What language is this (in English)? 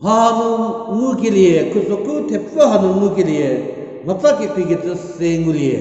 Angami Naga